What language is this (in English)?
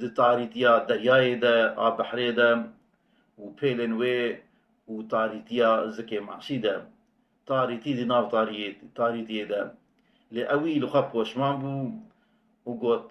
Kurdish